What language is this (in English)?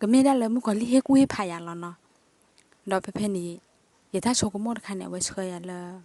S'gaw Karen